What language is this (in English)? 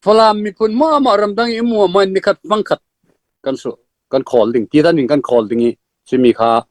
Falam Chin